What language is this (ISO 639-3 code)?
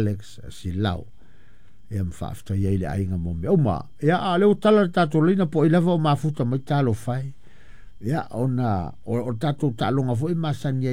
smo